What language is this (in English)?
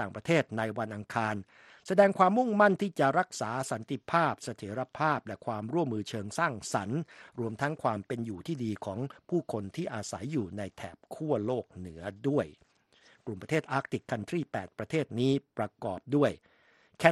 Thai